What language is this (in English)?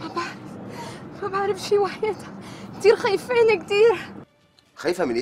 North Levantine Arabic